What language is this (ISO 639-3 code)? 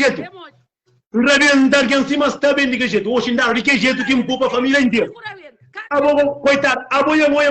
kea